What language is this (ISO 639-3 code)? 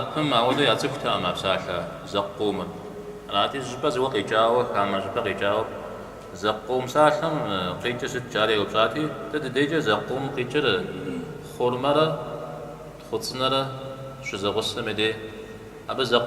kbd